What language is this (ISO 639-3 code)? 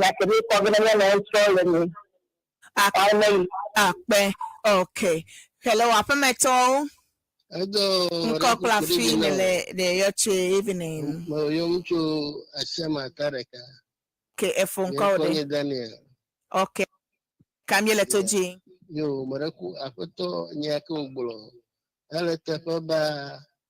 ewe